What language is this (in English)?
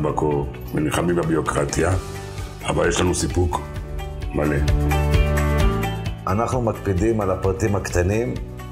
Hebrew